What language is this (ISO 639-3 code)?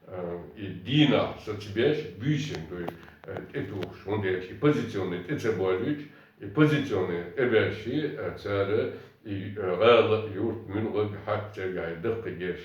che